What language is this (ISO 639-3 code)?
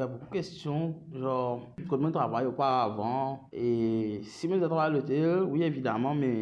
mfe